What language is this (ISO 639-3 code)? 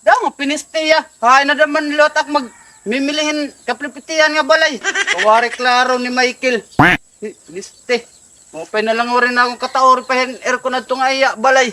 war